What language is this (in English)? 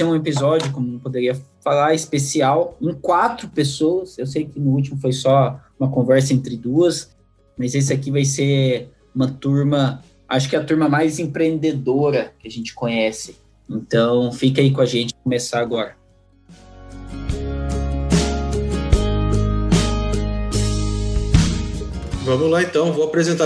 Portuguese